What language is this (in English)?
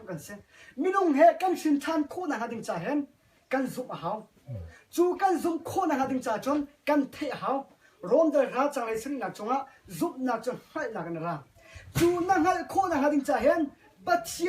Hakha Chin